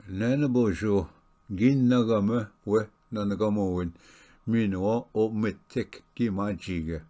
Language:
Ojibwa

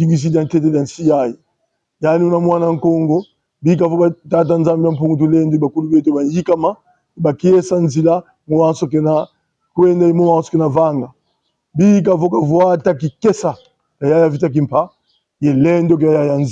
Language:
Kongo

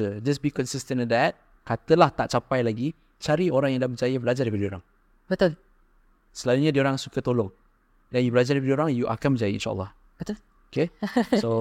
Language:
Malay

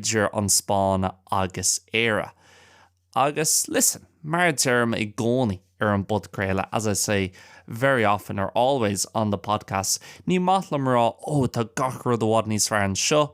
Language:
Irish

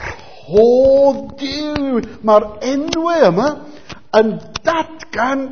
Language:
Welsh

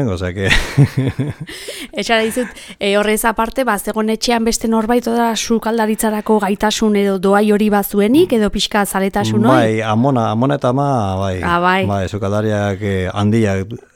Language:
Basque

